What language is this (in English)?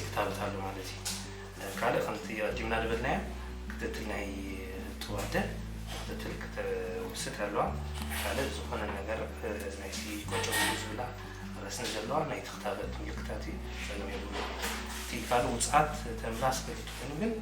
Tigrinya